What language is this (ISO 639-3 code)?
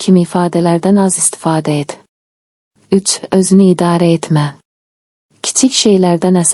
aze